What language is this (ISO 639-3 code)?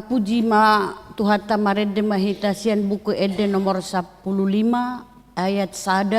bbc